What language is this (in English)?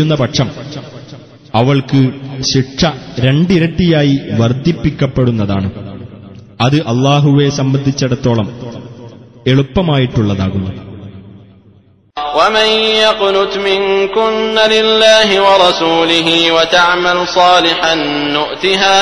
Malayalam